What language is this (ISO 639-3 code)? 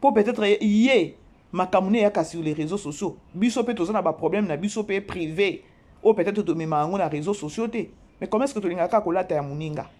lin